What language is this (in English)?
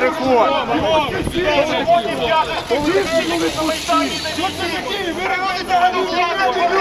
Ukrainian